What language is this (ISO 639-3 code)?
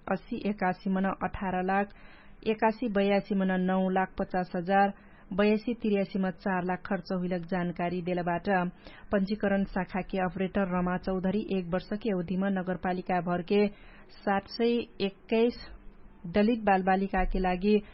thl